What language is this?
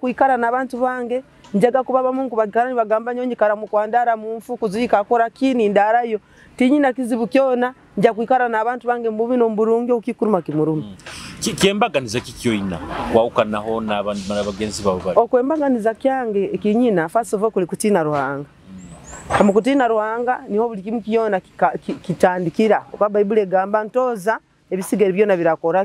Nyoro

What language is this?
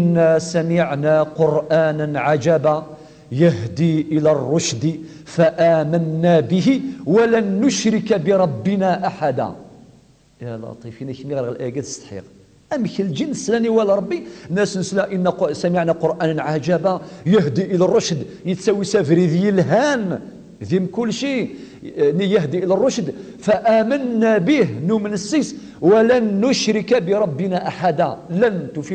Kabyle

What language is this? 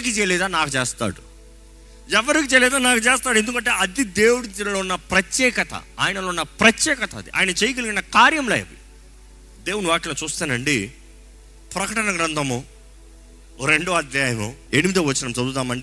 Telugu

